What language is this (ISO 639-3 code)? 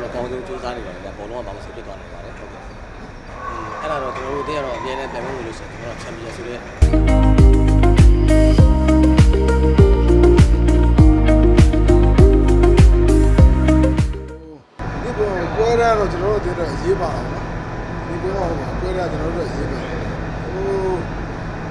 mya